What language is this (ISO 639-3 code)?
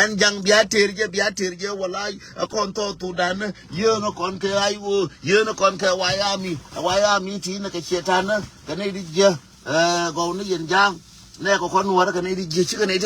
nus